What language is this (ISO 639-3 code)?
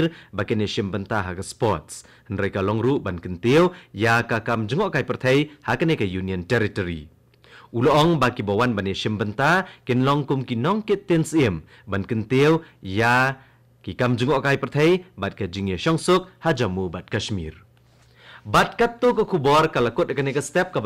kha